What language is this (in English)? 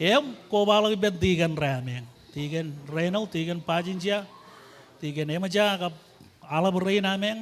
Marshallese